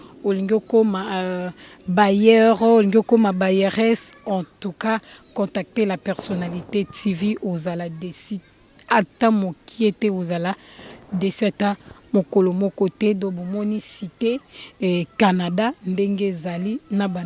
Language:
Lingala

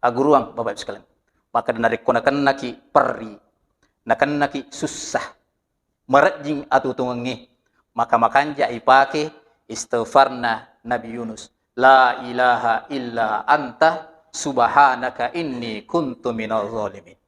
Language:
Buginese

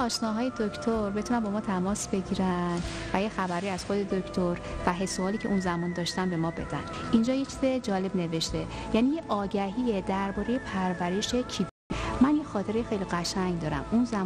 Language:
Persian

